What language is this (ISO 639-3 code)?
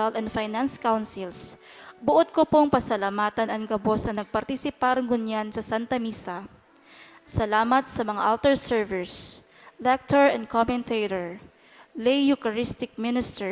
bik